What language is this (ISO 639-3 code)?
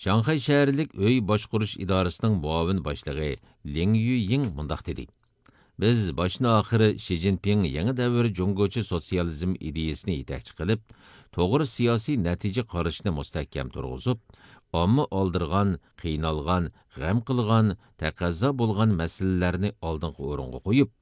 uig